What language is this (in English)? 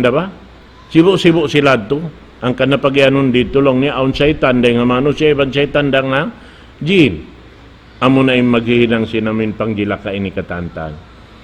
Tausug